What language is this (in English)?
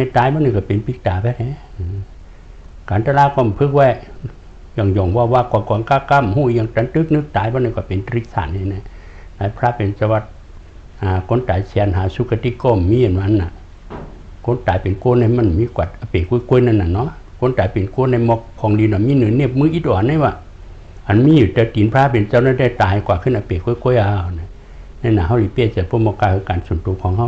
Shan